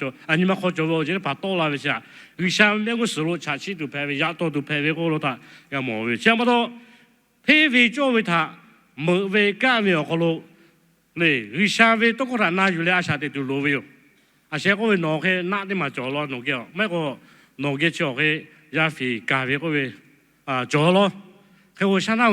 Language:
Lahu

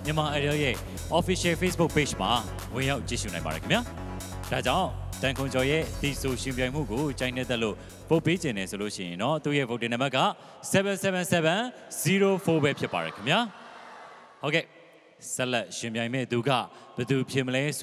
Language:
Burmese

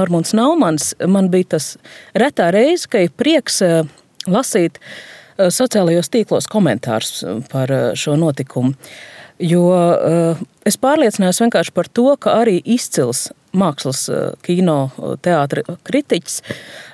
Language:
Latvian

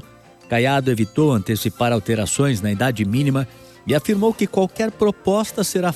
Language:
Portuguese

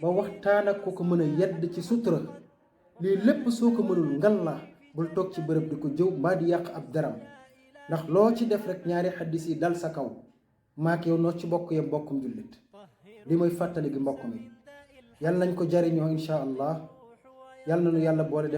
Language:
Wolof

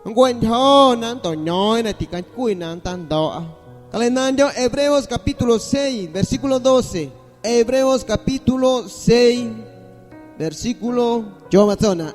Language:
Guerrero Amuzgo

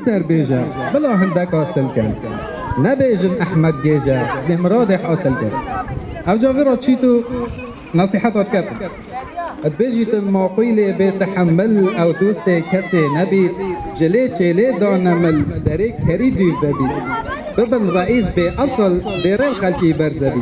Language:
Kurdish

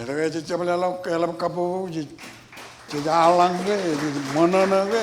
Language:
Marshallese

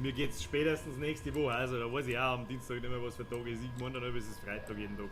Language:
Bavarian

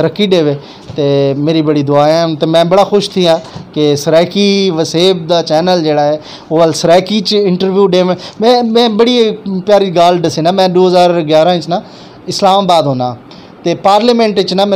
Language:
Saraiki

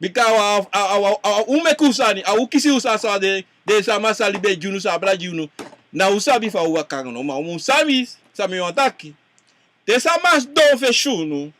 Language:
Sranan Tongo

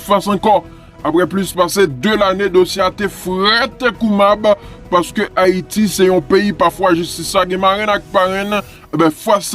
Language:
Haitian Creole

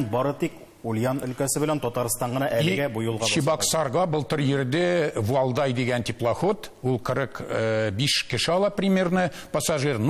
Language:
Tatar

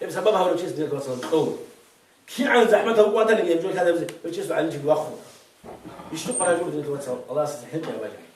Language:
Avaric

